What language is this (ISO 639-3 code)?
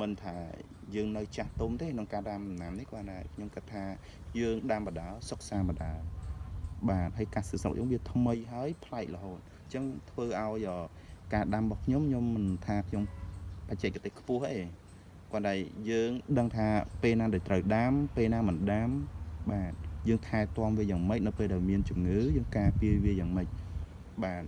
khm